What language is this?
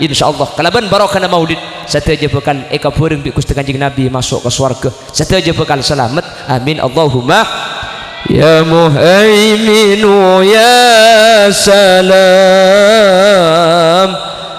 Madurese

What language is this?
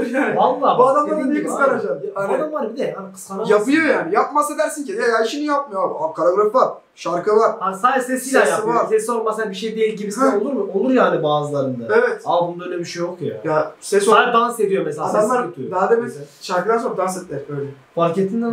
Turkish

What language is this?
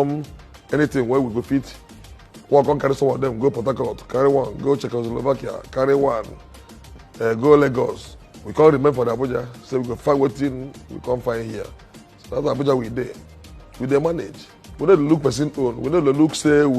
Nigerian Pidgin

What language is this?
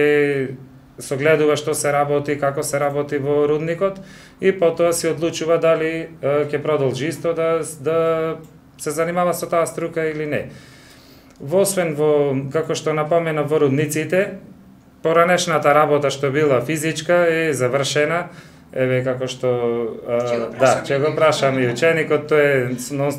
Macedonian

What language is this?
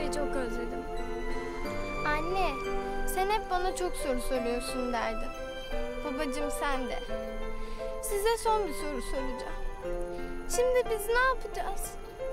Turkish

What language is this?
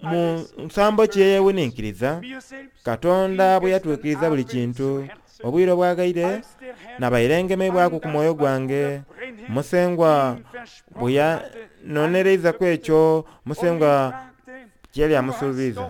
Soga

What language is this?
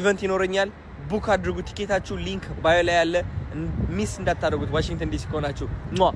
Amharic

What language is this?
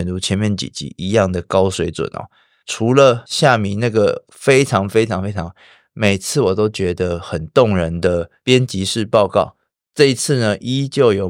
Chinese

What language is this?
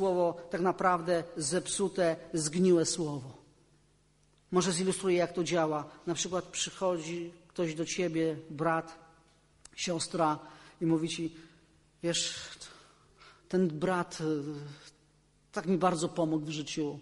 Polish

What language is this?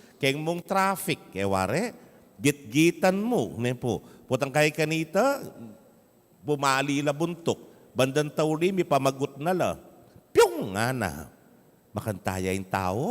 Pampanga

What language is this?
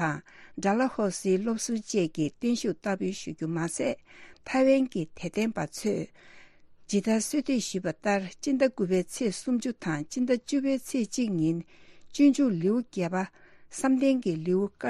Tibetan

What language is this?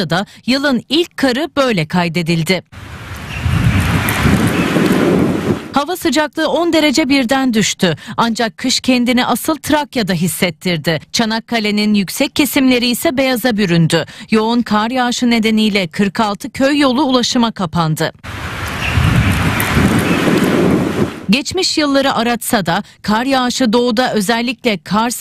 Turkish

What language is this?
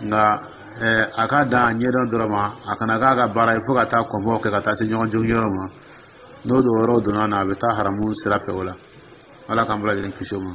Dyula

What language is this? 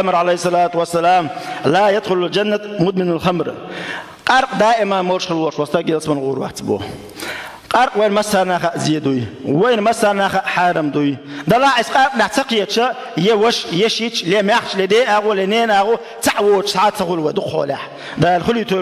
Chechen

